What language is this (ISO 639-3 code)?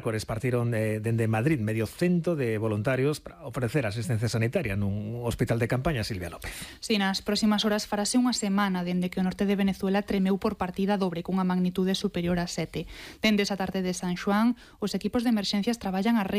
glg